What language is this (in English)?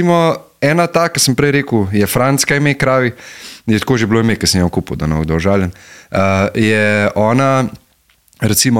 Slovenian